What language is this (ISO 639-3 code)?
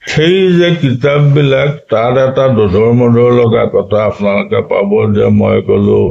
asm